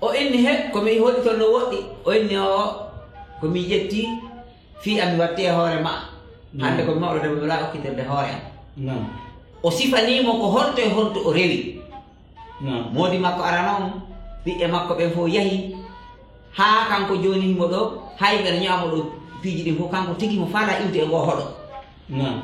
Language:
Fula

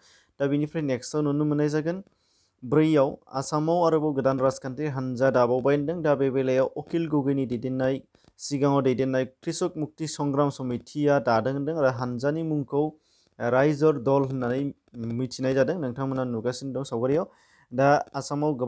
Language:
Bodo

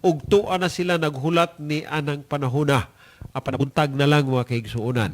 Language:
Cebuano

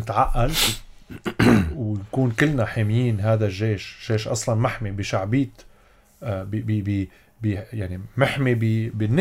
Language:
North Levantine Arabic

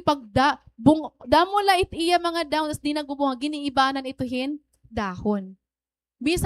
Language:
Waray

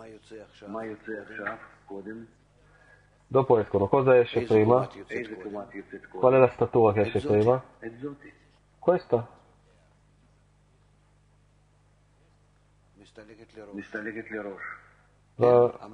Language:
Italian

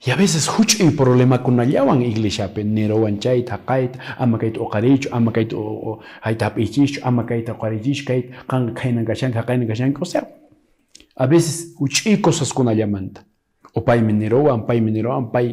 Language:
Quechua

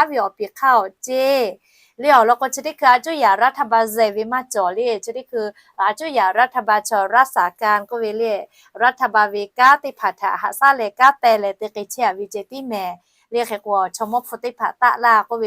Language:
Lahu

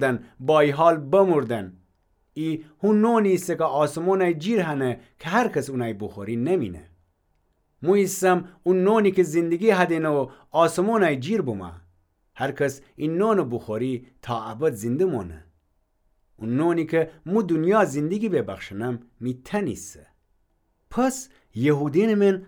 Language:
Gilaki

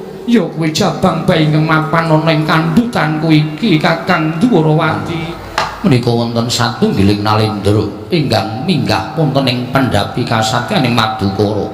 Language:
Javanese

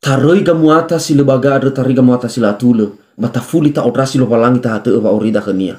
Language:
Nias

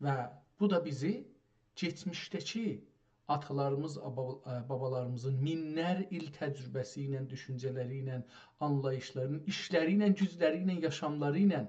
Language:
South Azerbaijani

